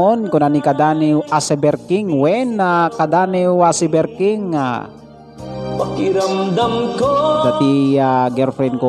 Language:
Iloko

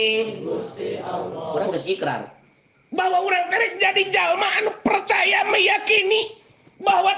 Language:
Sundanese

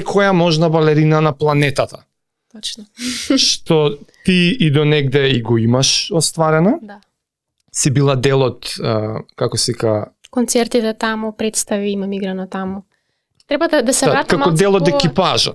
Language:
Macedonian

